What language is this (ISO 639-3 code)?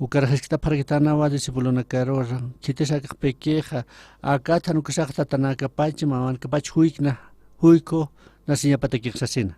aym